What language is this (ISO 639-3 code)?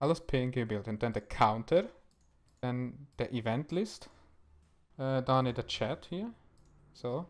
gsw